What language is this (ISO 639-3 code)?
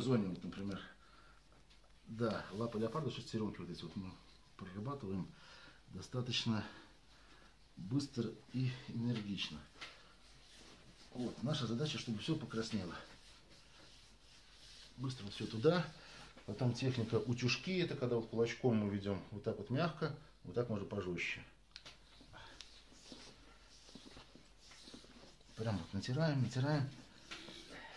rus